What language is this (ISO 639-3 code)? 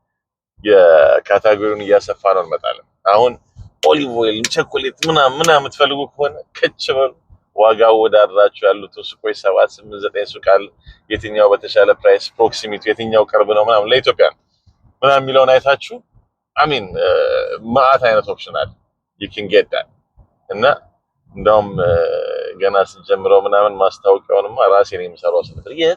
amh